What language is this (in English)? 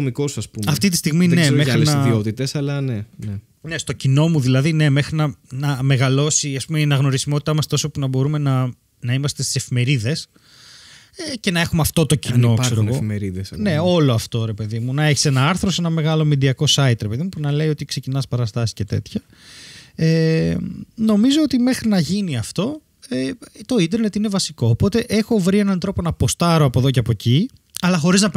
Greek